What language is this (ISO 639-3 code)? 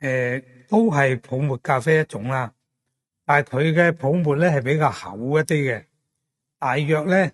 yue